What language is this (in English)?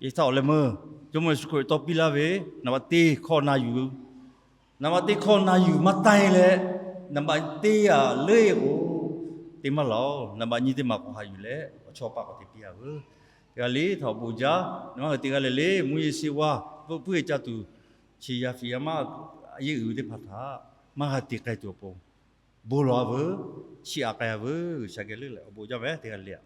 Lahu